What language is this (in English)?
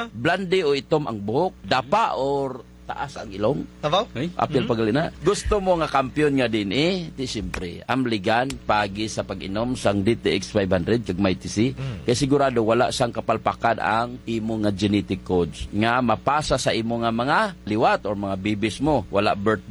Hiligaynon